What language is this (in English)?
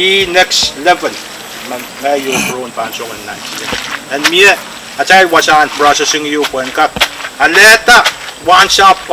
Pohnpeian